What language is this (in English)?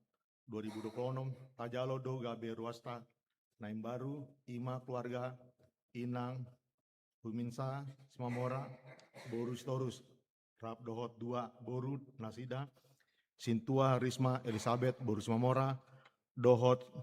Batak Toba